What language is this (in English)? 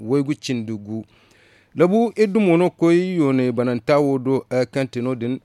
Zarma